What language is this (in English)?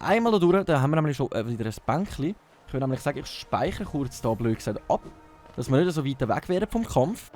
Swiss German